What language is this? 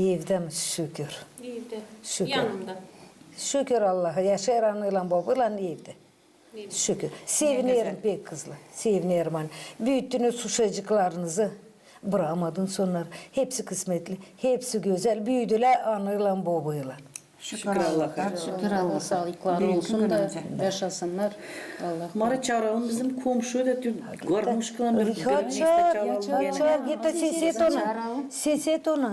Gagauz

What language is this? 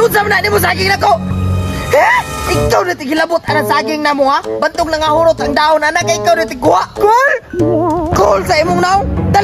Cebuano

